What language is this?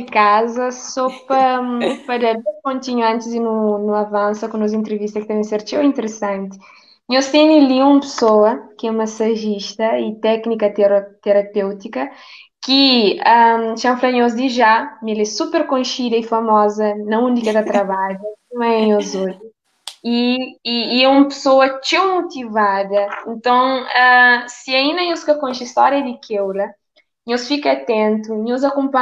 Kabuverdianu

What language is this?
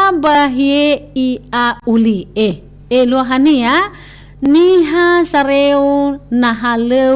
Nias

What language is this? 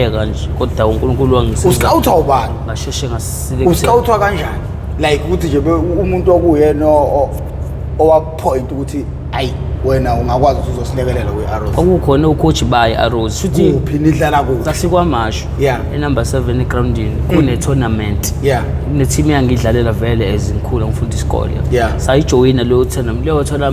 Zulu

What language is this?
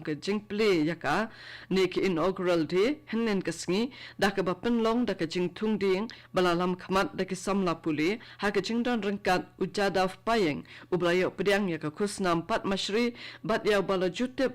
Khasi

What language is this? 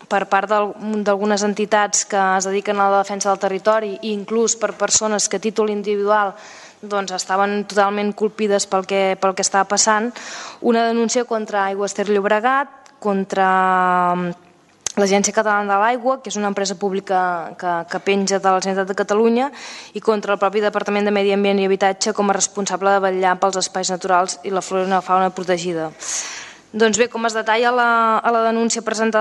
Catalan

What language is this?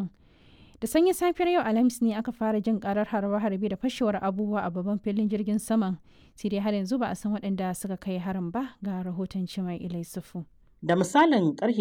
Hausa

